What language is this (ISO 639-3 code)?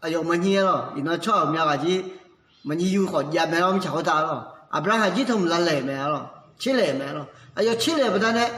ahk